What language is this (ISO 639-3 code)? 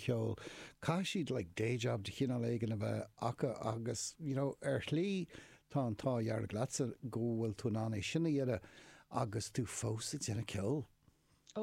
gle